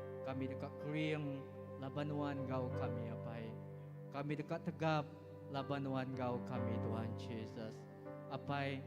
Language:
Iban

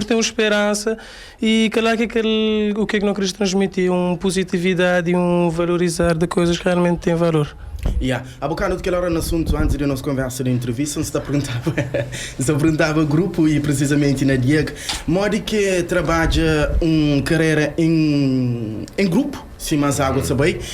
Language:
Kabuverdianu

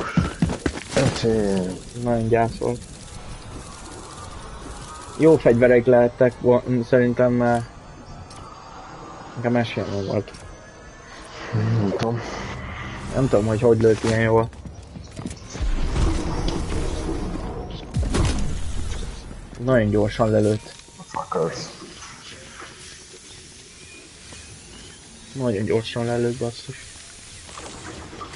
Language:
Hungarian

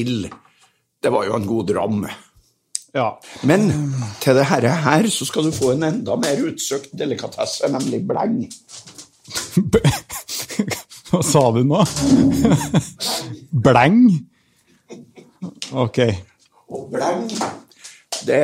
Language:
Norwegian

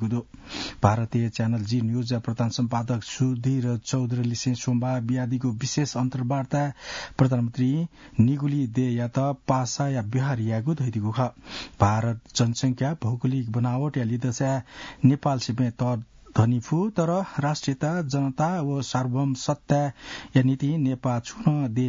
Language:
Newari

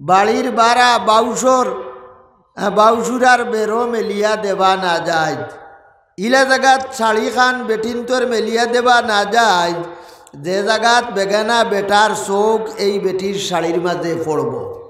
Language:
Sylheti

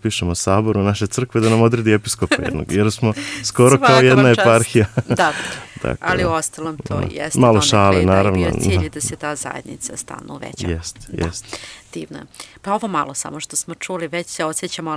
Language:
Serbian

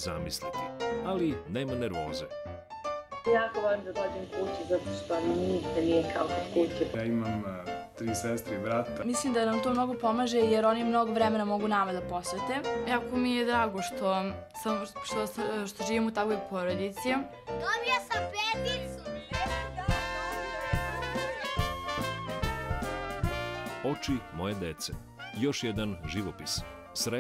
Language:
Serbian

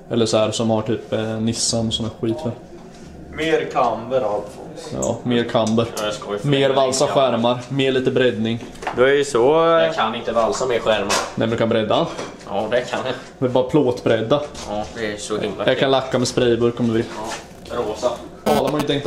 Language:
Swedish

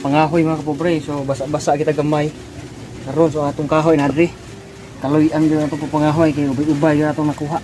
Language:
Cebuano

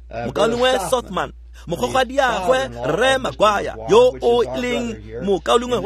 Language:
Tswana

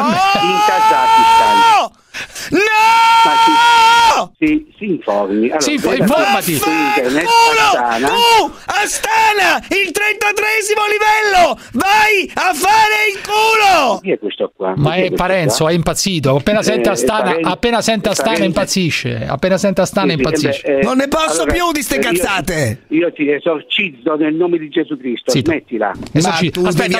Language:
Italian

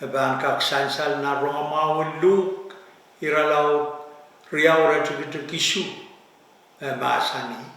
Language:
Pohnpeian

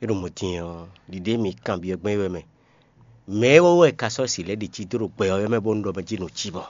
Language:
Fon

